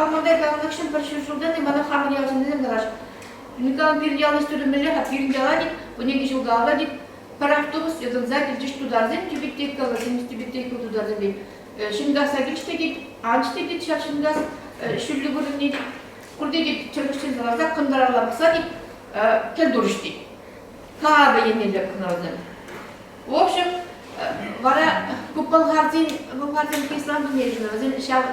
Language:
Chuvash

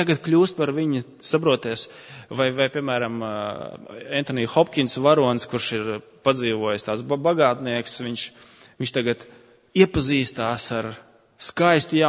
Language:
Latvian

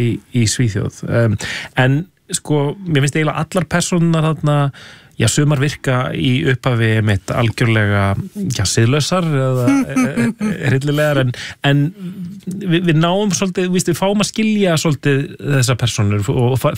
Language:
Icelandic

